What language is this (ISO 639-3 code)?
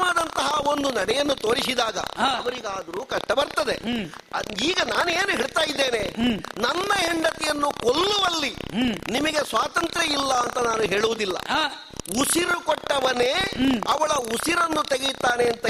kan